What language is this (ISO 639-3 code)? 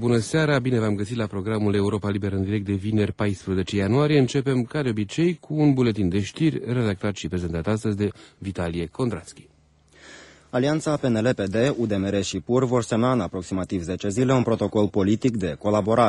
ron